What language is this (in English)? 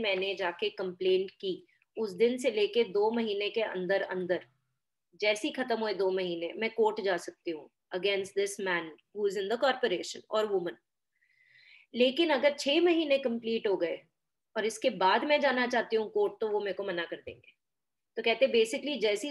Hindi